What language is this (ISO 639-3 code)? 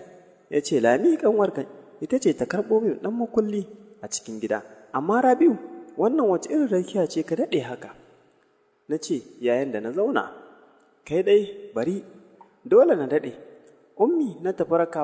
hau